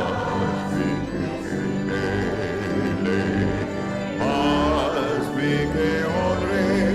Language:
Papiamento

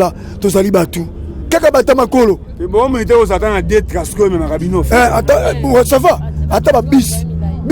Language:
Lingala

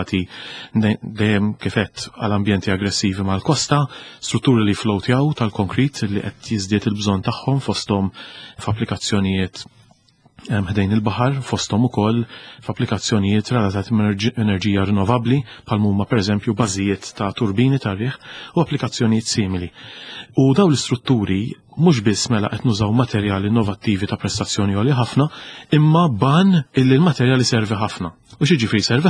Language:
Maltese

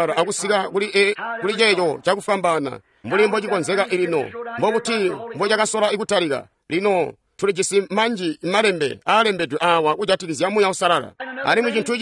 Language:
Tonga (Zambia)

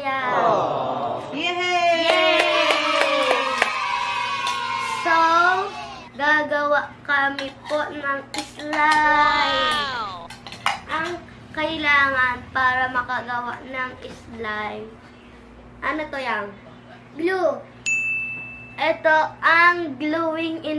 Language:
Filipino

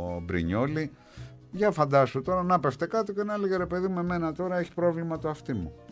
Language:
Greek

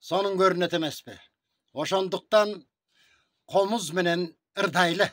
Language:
Kyrgyz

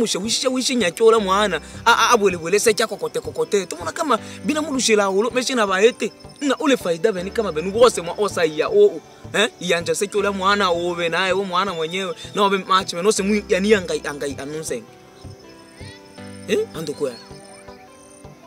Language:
Swahili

